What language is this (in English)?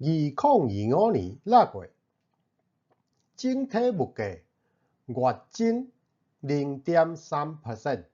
Min Nan Chinese